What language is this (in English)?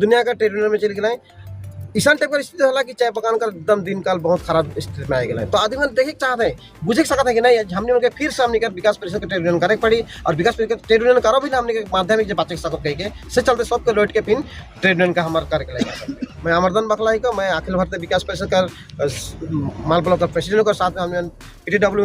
Sadri